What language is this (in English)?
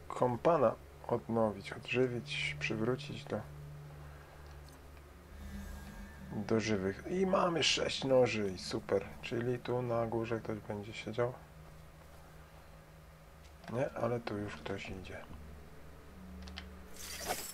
Polish